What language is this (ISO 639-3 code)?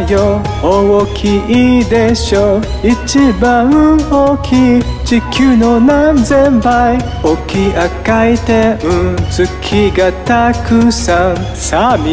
jpn